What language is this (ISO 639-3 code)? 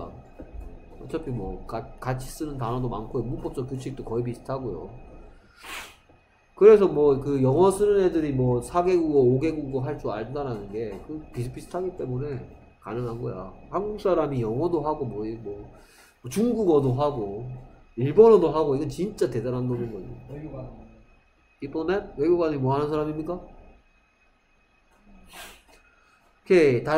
kor